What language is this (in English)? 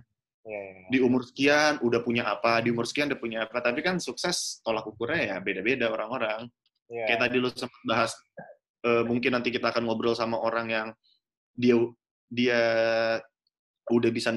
Indonesian